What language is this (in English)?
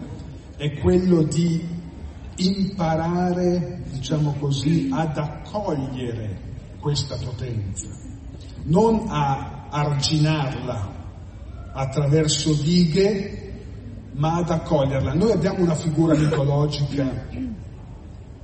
Italian